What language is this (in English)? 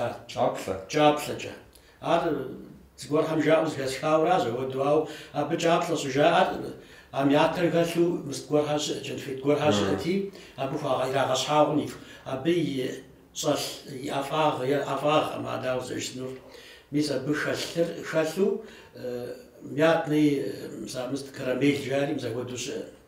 Kabardian